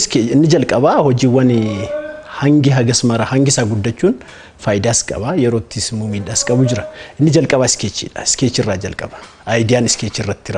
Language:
Oromo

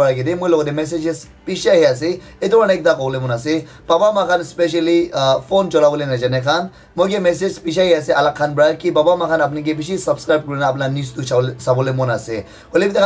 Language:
Naga Pidgin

